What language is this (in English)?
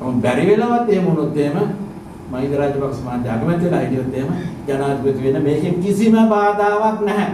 Sinhala